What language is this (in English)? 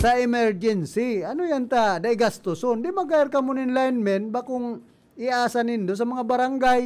Bikol